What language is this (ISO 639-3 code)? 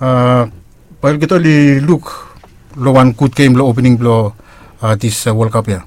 bis